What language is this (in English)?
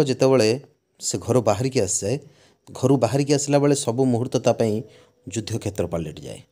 Odia